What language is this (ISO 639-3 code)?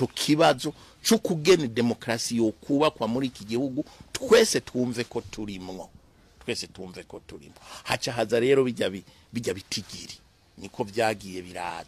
run